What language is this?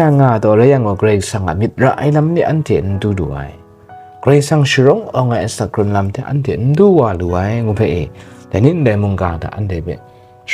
Kachin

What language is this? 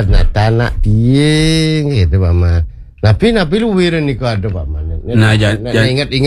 Balinese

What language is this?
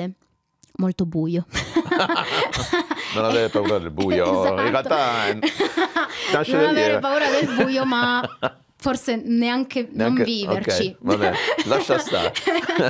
Italian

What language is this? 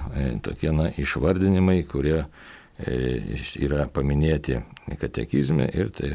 Lithuanian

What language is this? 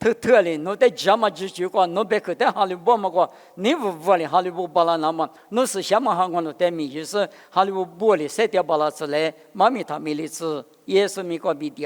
Lisu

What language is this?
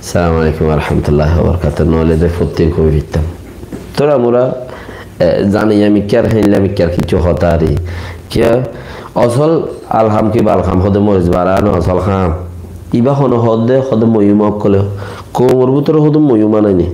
Rohingya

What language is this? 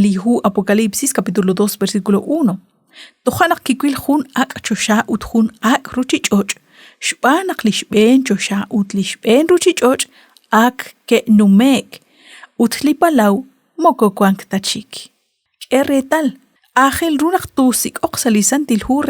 Kekchí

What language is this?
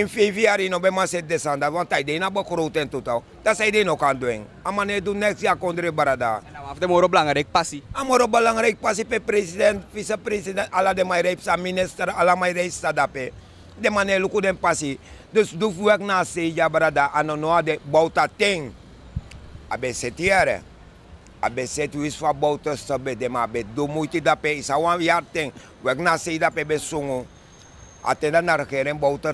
Sranan Tongo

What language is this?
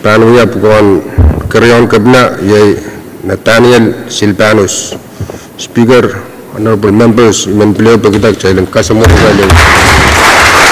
Pohnpeian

